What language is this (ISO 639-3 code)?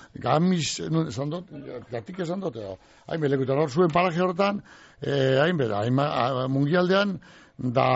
eus